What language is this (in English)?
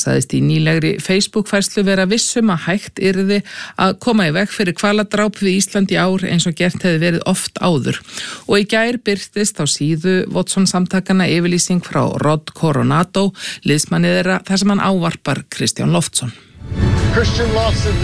Icelandic